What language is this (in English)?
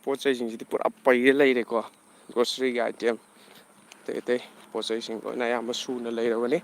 Manipuri